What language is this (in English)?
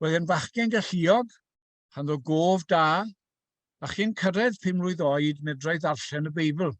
Welsh